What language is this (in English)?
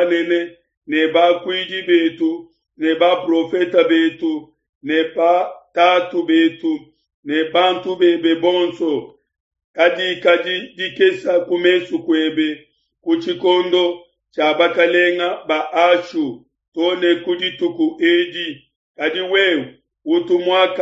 Luba-Lulua